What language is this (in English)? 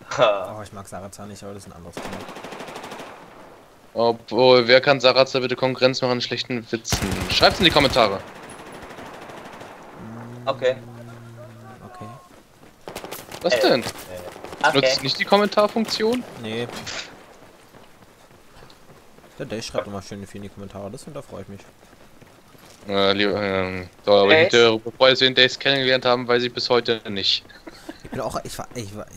German